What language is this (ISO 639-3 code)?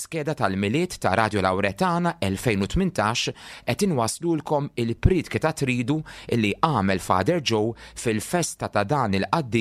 mlt